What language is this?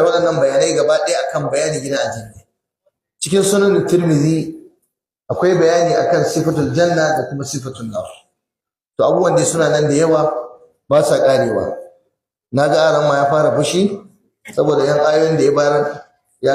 Hausa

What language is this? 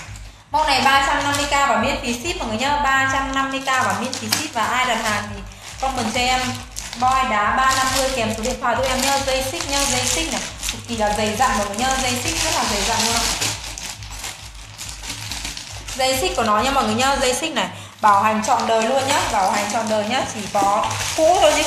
Vietnamese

